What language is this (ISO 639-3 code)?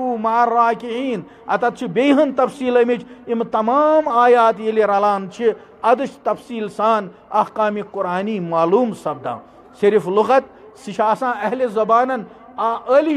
kas